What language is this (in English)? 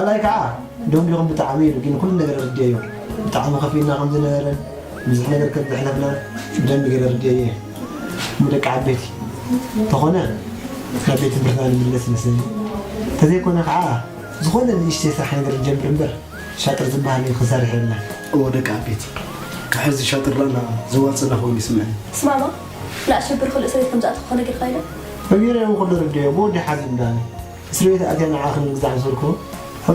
Tigrinya